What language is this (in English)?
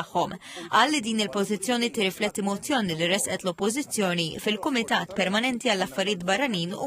Maltese